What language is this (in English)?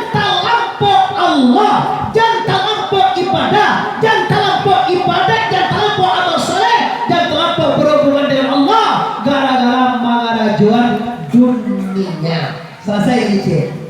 Minangkabau